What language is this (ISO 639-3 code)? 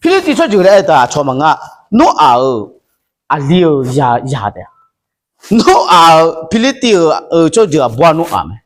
ahk